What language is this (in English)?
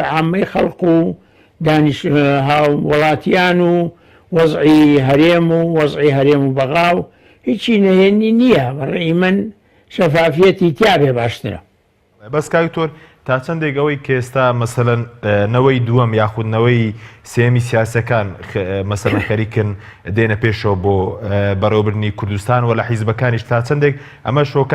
Central Kurdish